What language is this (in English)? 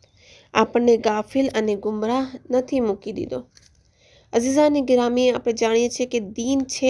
Gujarati